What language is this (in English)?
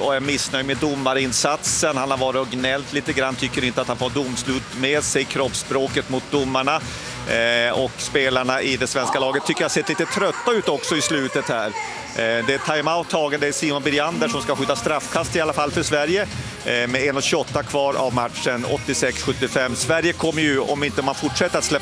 Swedish